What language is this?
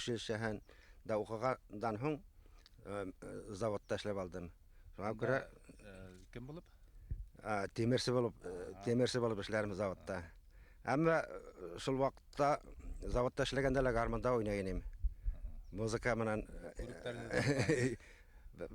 Bashkir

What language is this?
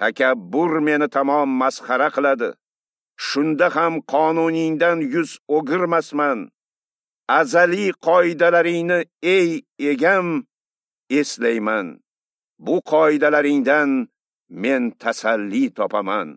Uzbek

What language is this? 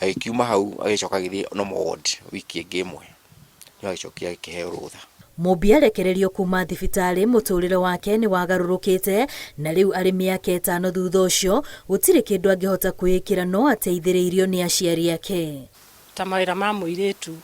Kikuyu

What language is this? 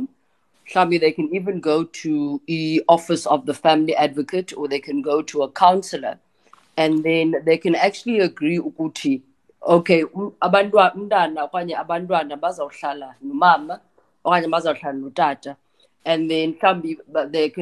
Xhosa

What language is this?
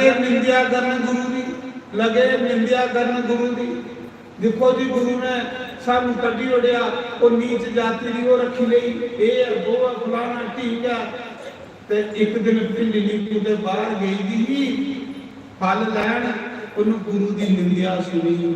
Dogri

